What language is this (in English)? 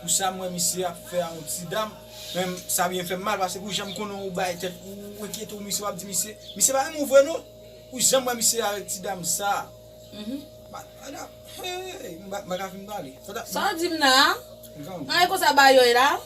Haitian Creole